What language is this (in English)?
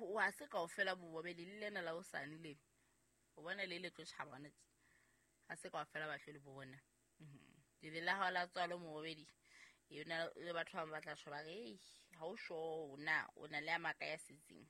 Southern Sotho